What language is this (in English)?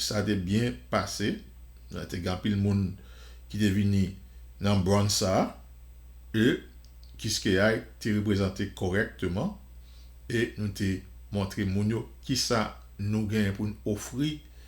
Haitian Creole